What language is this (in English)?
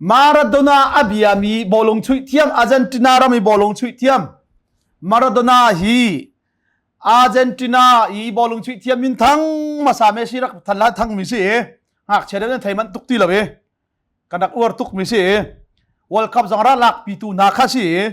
Hakha Chin